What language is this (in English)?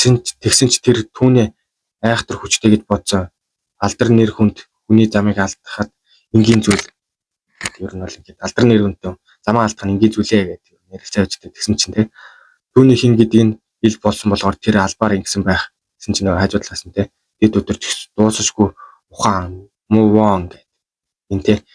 Mongolian